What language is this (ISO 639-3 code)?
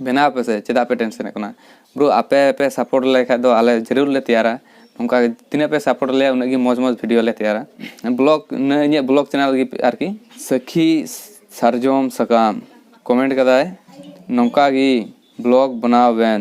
sat